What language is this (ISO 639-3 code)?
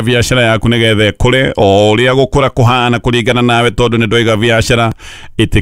kik